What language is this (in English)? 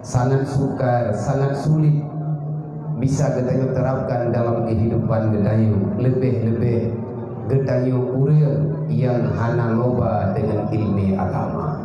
Achinese